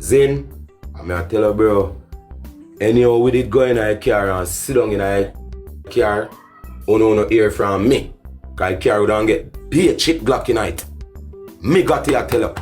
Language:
Jamaican Creole English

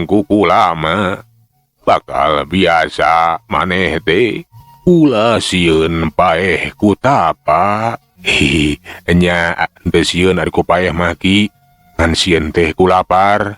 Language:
Sundanese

